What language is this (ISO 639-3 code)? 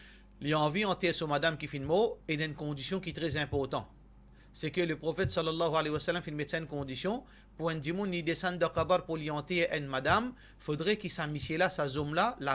mfe